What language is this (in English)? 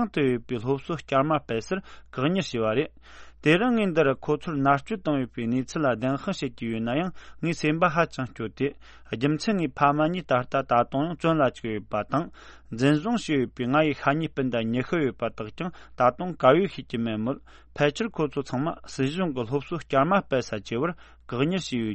Tibetan